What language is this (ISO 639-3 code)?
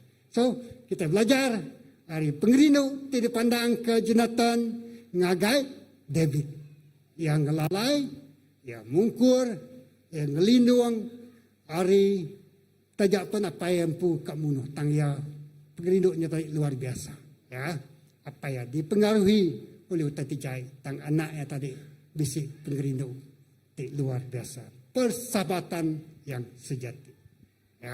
iba